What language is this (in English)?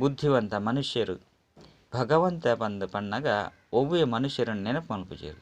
Tulu